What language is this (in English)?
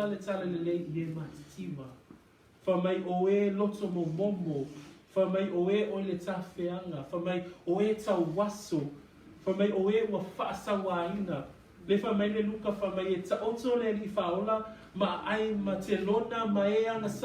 Samoan